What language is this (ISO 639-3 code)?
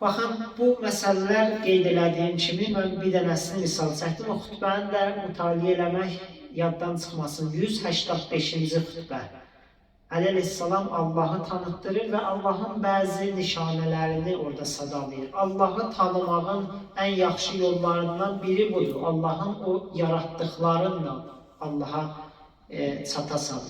aze